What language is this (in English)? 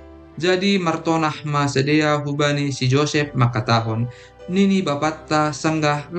Batak Simalungun